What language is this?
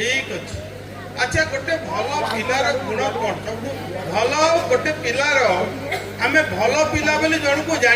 Odia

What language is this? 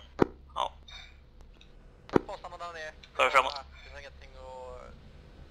Swedish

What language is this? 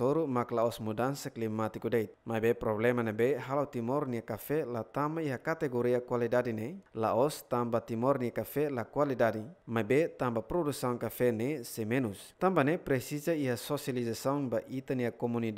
Tetum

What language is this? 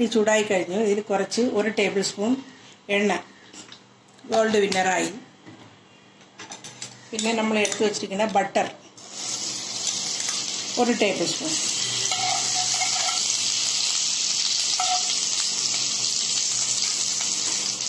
Malayalam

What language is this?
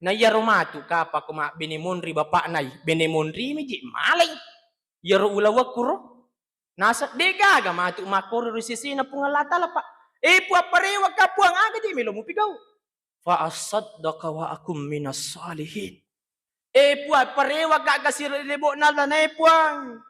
Buginese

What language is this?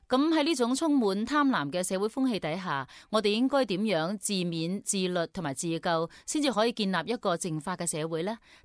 Cantonese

